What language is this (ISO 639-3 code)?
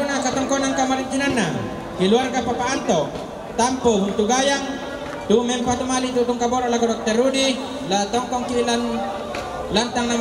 sda